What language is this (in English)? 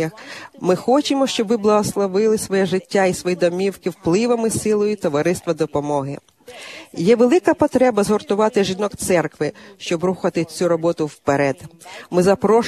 Ukrainian